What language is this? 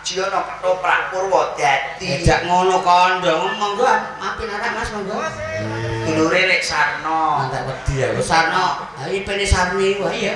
Javanese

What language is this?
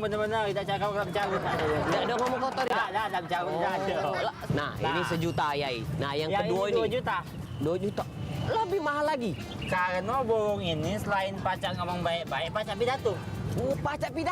Musi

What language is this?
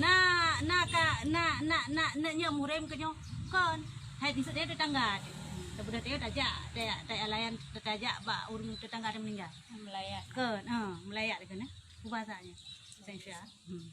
Achinese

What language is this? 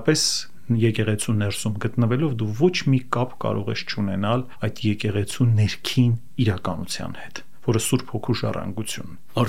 Armenian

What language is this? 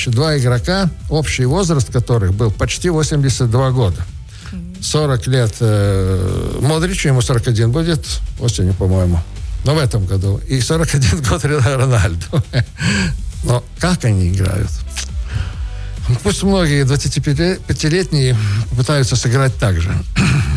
Russian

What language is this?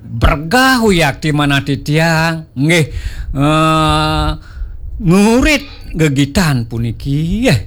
Balinese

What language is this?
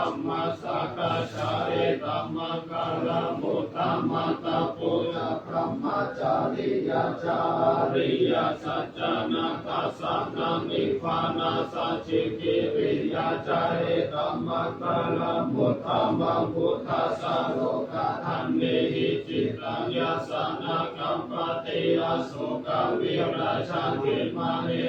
Pali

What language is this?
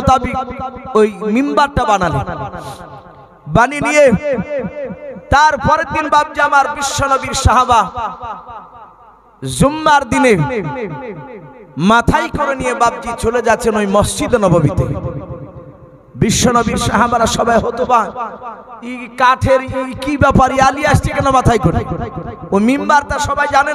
Bangla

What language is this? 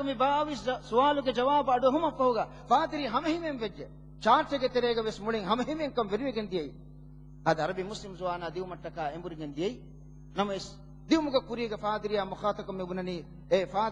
Divehi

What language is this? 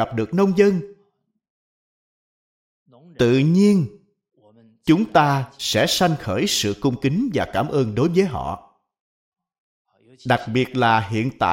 Vietnamese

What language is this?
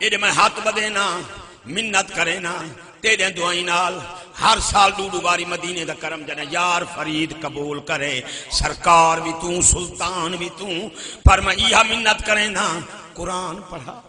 Saraiki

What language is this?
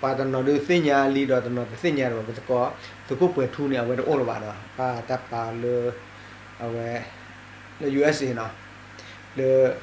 S'gaw Karen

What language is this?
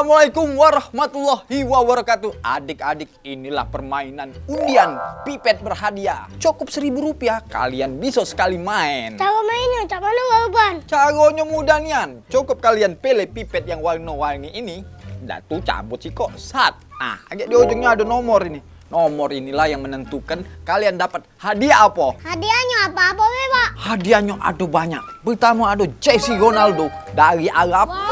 Musi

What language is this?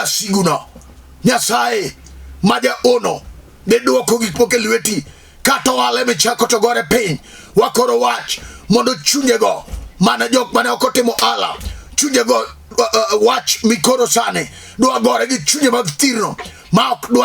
Luo (Kenya and Tanzania)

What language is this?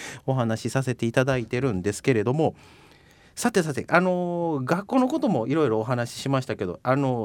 Japanese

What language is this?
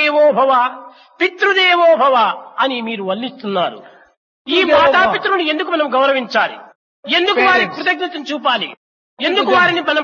Telugu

